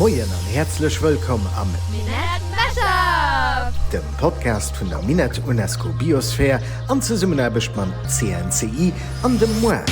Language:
Luxembourgish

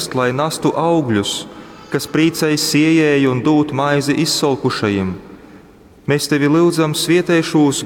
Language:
Latgalian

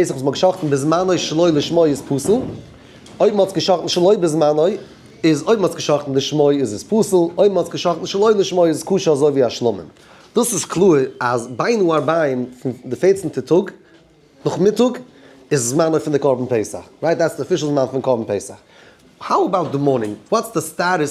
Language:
Yiddish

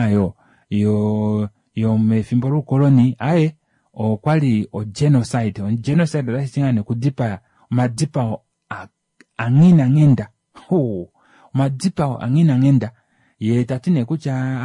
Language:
Kuanyama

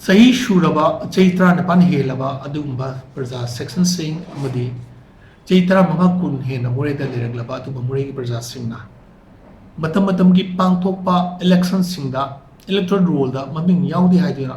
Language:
Manipuri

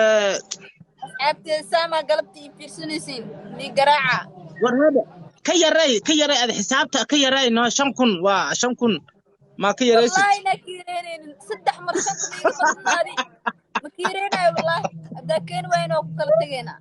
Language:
Somali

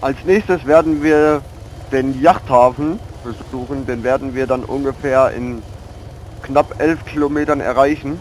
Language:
Swiss German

